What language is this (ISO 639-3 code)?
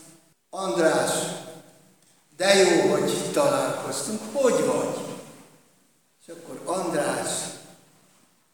hun